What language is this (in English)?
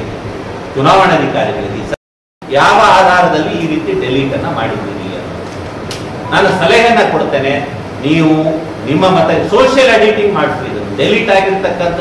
Kannada